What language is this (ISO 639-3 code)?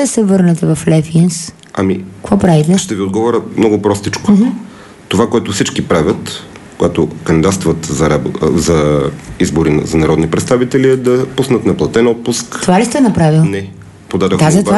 bul